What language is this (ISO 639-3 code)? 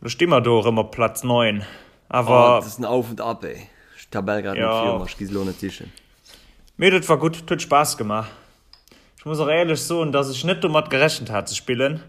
ltz